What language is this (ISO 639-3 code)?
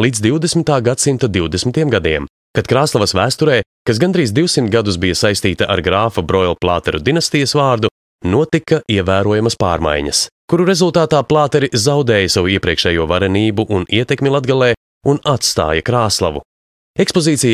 lav